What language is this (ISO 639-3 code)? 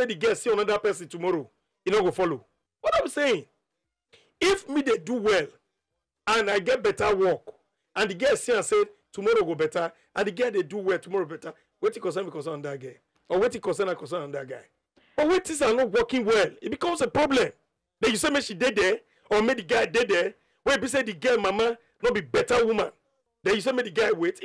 pcm